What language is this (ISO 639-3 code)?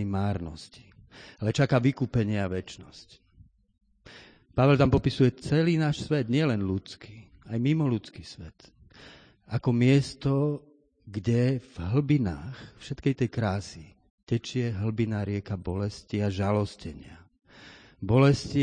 slk